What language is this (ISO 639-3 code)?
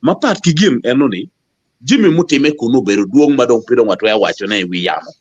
ach